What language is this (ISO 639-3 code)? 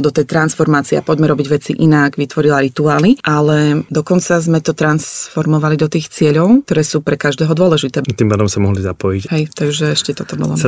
slk